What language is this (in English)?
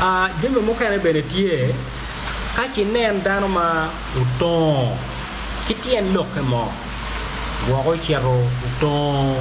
Acoli